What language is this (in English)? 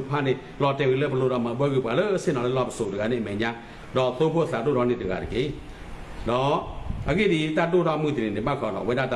S'gaw Karen